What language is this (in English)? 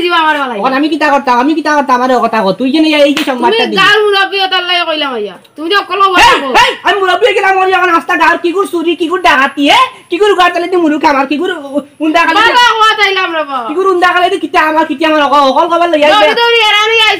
Sylheti